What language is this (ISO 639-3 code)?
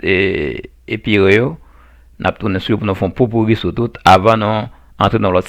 hat